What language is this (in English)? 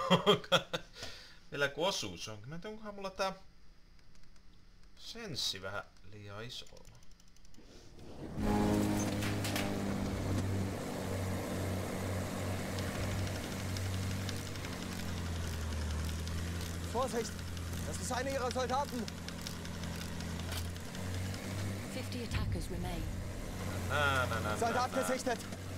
Finnish